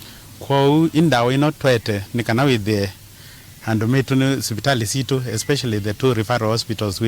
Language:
Kamba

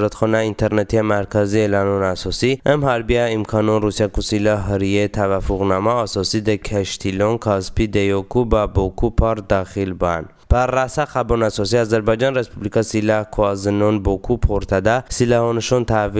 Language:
Talysh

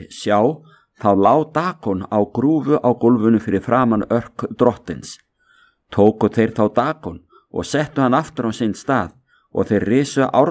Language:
Icelandic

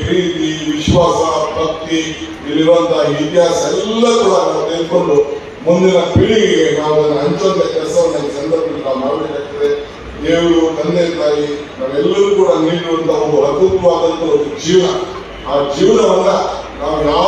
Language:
Kannada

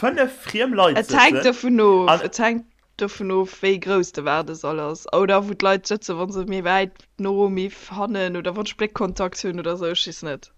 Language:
Luxembourgish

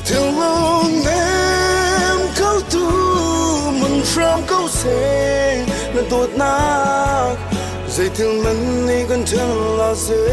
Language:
Hakha Chin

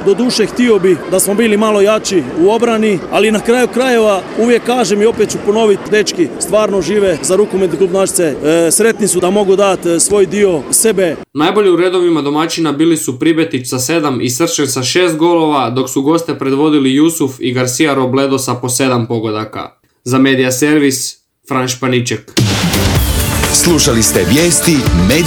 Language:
Croatian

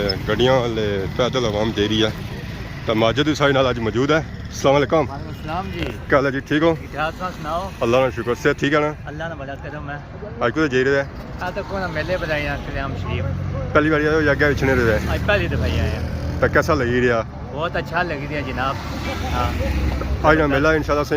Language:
Pahari-Potwari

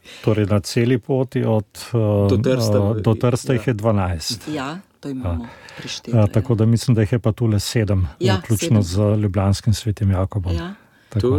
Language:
Slovenian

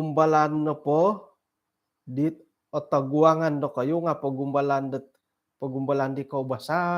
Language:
Central Dusun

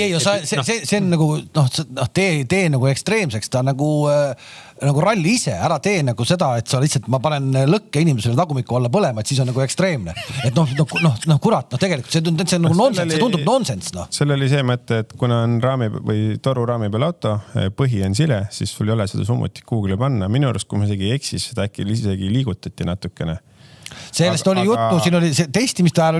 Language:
Estonian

